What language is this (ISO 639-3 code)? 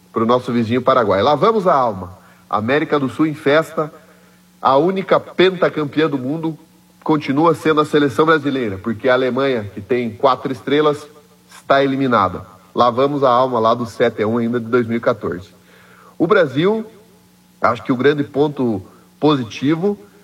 por